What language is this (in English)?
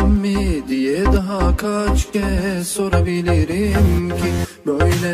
Turkish